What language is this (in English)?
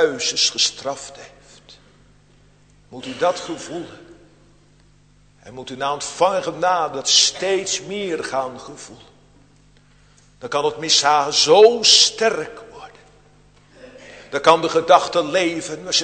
Dutch